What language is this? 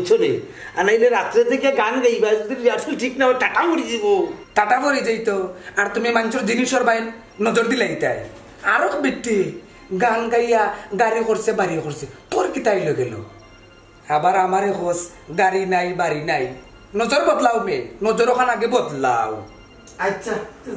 Sylheti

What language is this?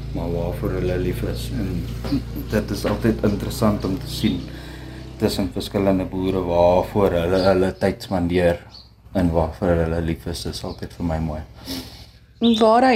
Afrikaans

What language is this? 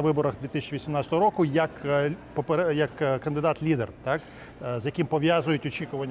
Ukrainian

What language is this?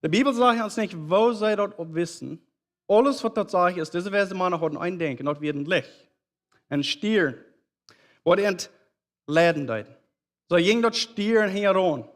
Plautdietsch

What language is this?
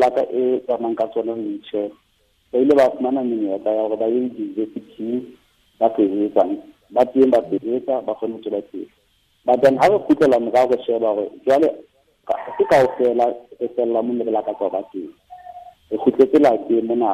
Southern Sotho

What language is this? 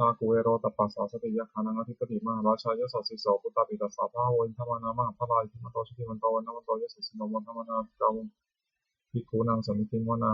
Pali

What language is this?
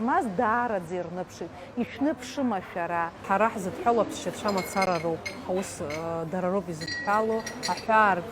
Abkhazian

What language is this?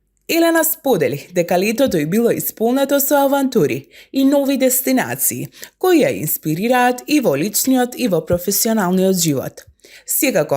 Macedonian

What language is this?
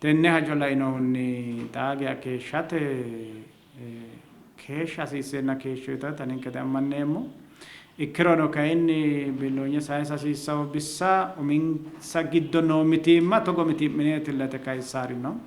Sidamo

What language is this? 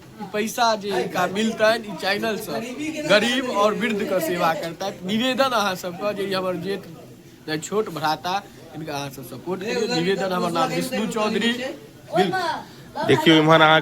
Maithili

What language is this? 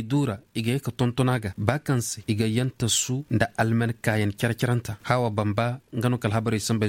Koyraboro Senni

